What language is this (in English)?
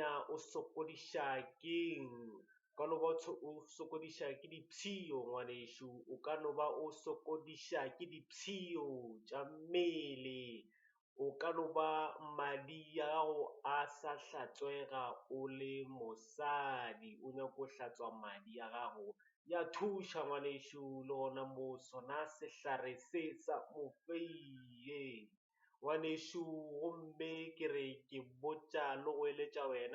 Northern Sotho